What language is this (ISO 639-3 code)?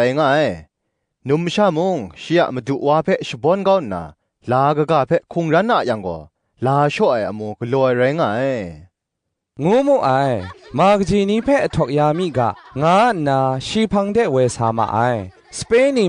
kac